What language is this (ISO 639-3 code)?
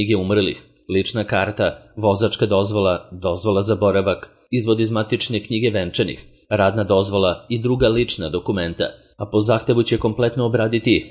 srp